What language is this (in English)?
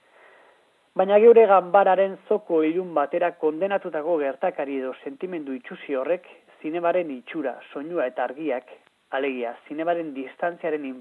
Basque